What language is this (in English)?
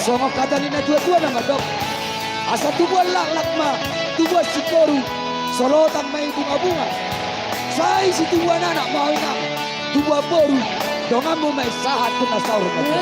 Batak Toba